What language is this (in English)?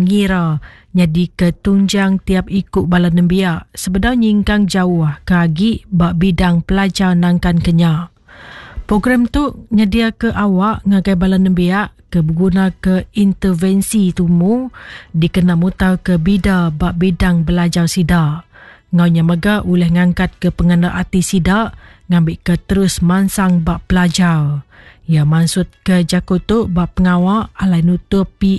Iban